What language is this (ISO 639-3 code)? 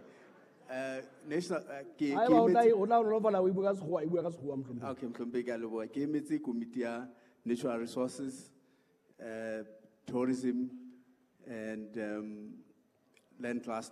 sot